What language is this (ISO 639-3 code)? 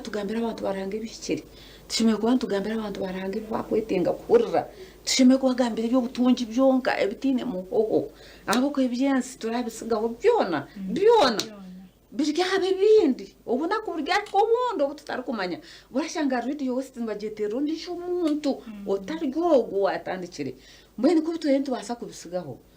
nyn